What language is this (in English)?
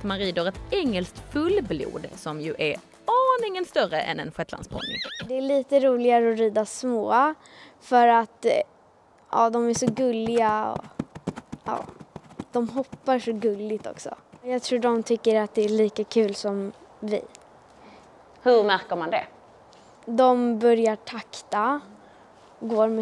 Swedish